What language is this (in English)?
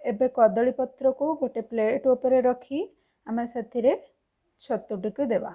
Odia